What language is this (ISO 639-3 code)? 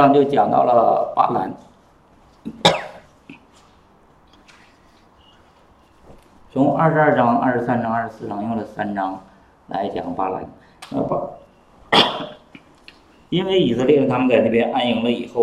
zho